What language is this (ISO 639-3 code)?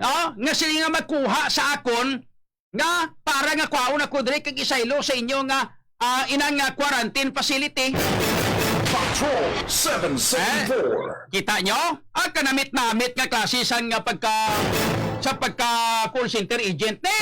hil